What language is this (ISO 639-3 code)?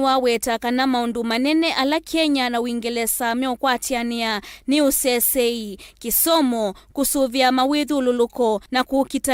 kam